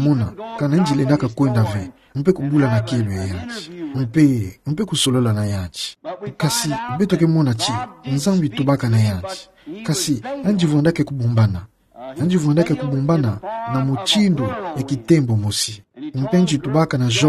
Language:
Kituba (Democratic Republic of Congo)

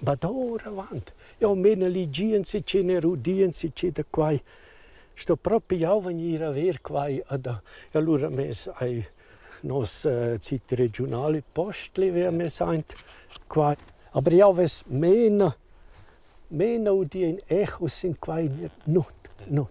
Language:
Romansh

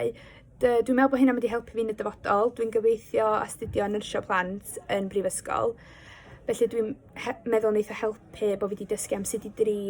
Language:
Welsh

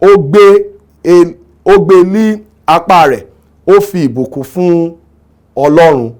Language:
Yoruba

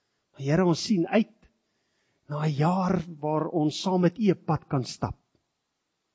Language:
Afrikaans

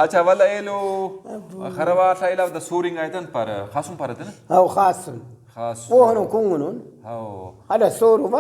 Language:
Brahui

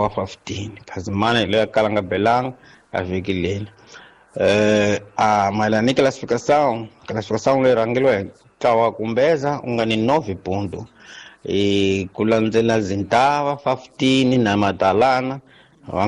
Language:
Tsonga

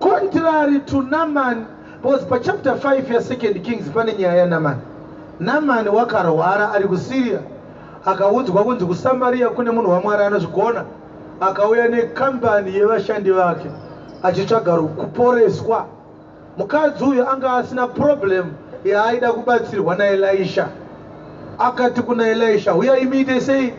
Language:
Shona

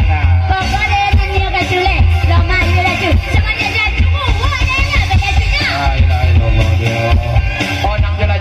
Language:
Minangkabau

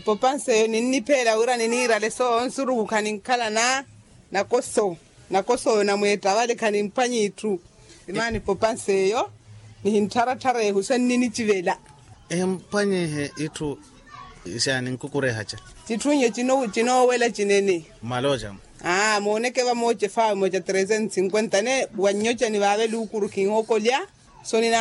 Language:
Makhuwa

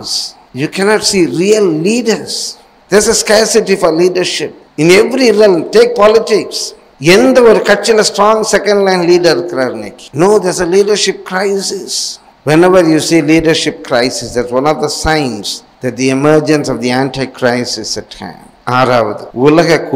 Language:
Tamil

